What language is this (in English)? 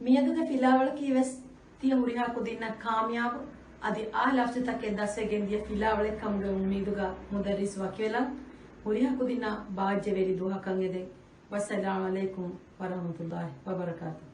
Divehi